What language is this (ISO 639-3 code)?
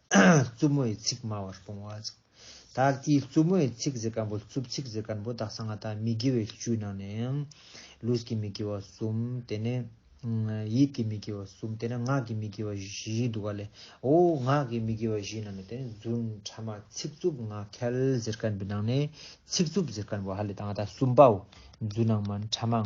lbj